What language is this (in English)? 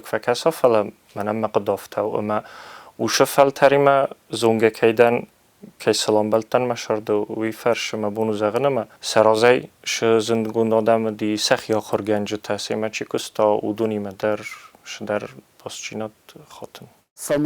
Ossetic